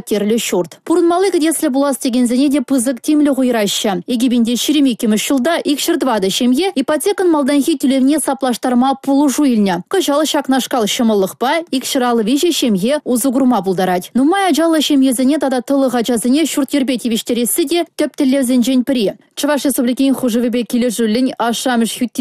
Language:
Chuvash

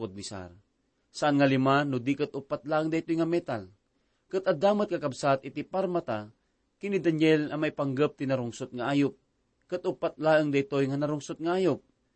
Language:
Iloko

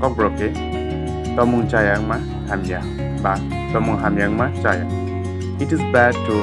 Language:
Kok Borok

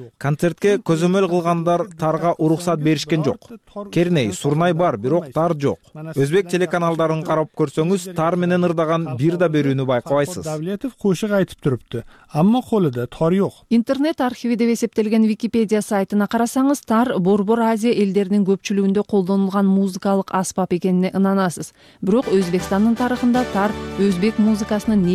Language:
Kyrgyz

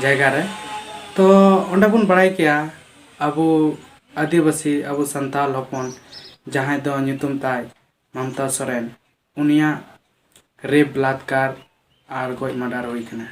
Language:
Santali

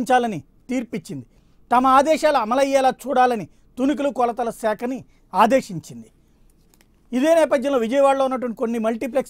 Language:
Telugu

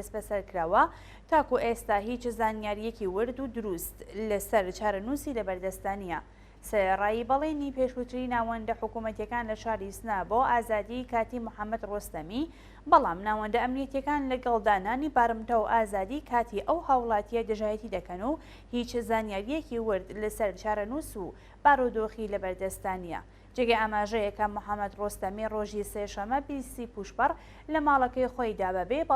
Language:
Central Kurdish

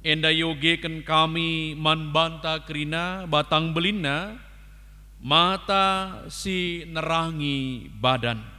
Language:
Batak Karo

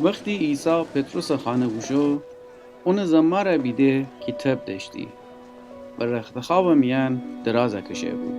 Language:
Gilaki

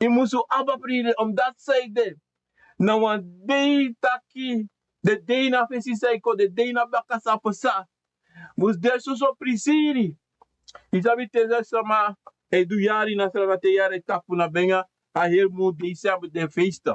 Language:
Sranan Tongo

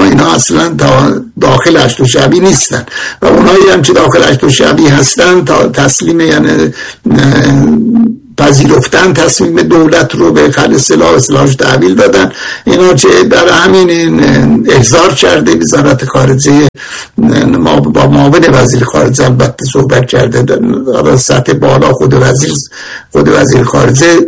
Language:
Persian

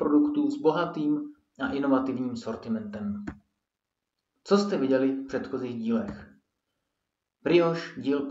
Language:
Czech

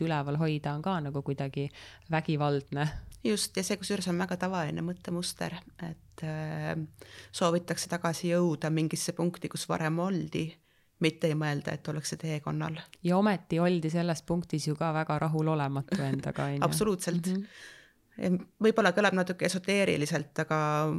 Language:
Estonian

